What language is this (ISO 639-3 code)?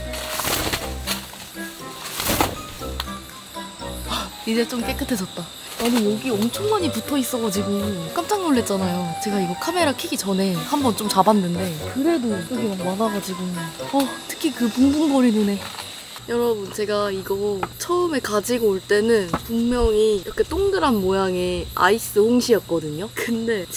kor